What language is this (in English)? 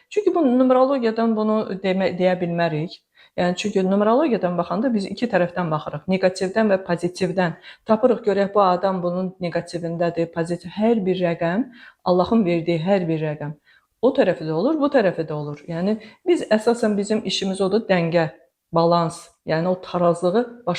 Azerbaijani